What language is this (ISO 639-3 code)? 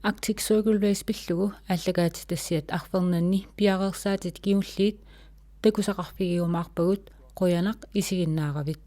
kal